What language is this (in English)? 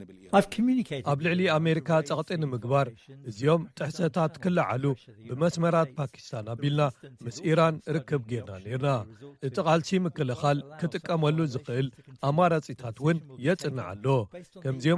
Tigrinya